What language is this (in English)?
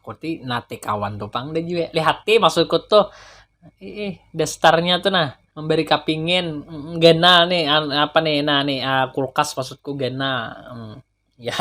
Banjar